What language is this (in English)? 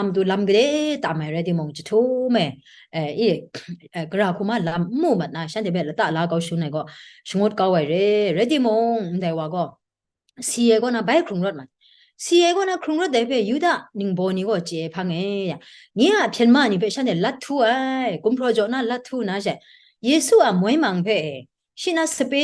Kachin